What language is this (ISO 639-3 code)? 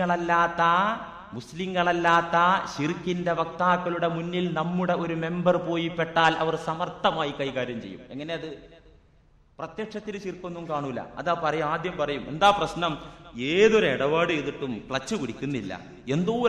mal